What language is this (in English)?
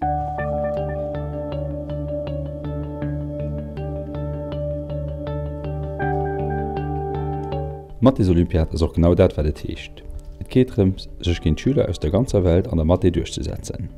Luxembourgish